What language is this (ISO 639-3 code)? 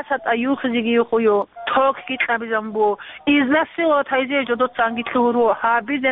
ava